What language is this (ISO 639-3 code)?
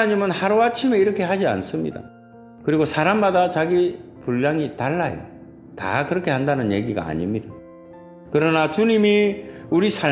kor